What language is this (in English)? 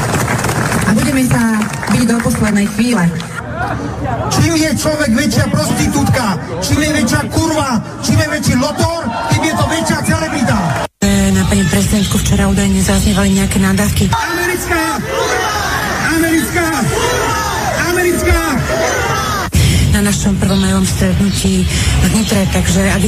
Slovak